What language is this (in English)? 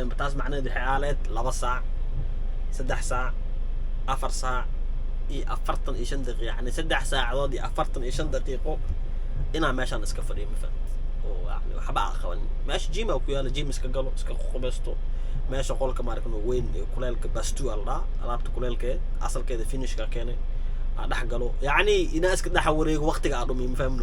Somali